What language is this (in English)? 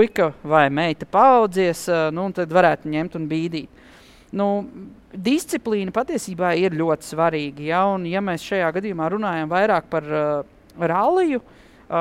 Latvian